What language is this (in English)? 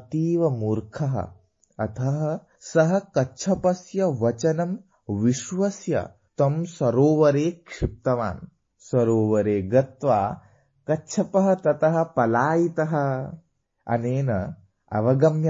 Sanskrit